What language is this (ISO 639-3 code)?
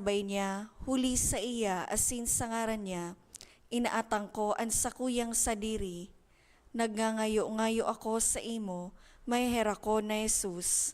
bik